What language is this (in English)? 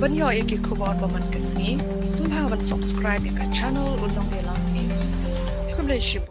Khasi